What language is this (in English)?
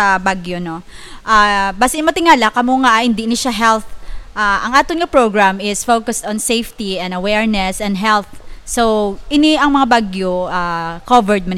Hiligaynon